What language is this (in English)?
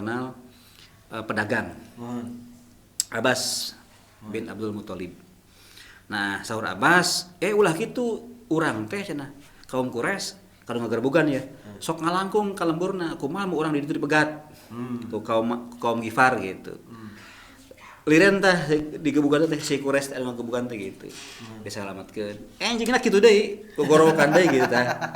Sundanese